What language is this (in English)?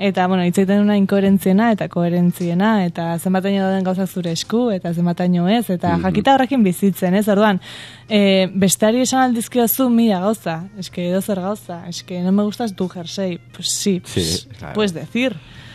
Basque